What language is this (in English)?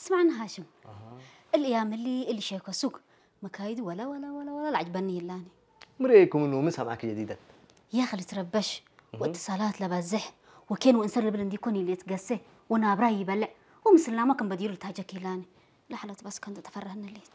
Tigrinya